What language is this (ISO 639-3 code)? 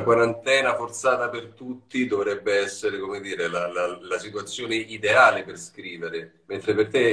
ita